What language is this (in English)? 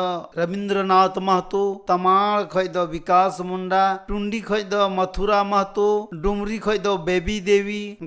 Santali